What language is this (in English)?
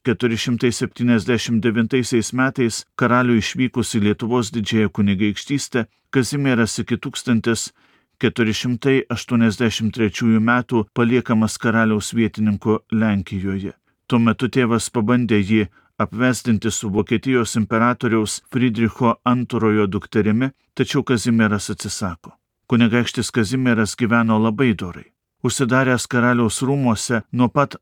Lithuanian